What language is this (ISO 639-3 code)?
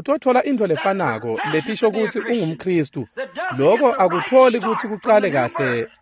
ssw